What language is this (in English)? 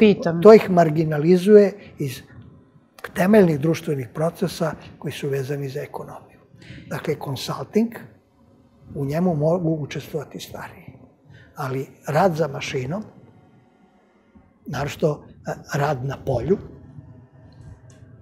Serbian